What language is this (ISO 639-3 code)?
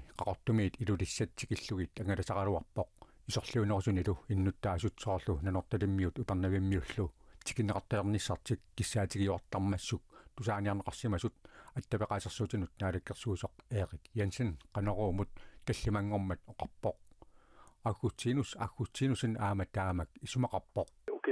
kal